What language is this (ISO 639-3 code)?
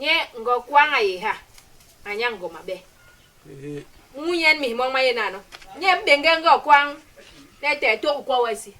bas